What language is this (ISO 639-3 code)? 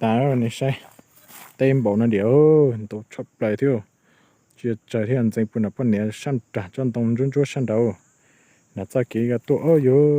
hmn